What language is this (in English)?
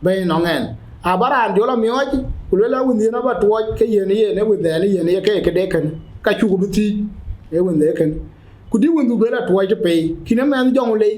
Dinka